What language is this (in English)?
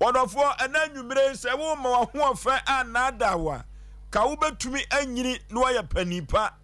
Akan